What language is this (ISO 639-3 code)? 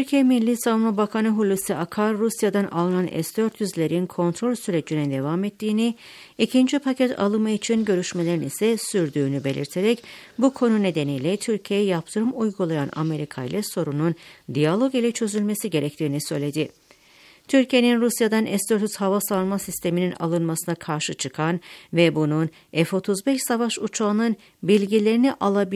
tur